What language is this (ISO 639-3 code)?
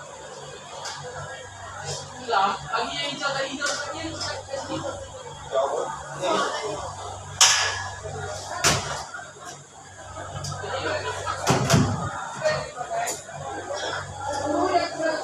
msa